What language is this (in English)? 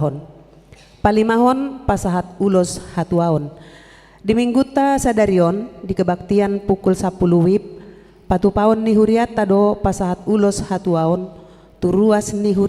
Batak Toba